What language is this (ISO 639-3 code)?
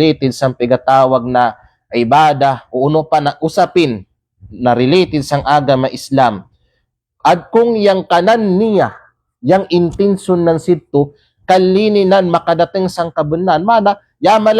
kqe